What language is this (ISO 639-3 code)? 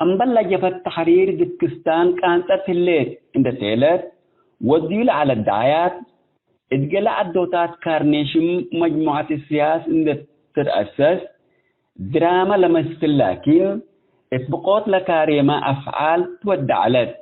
tig